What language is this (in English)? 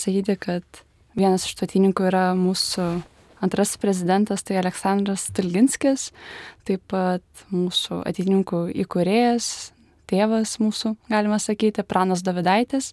Lithuanian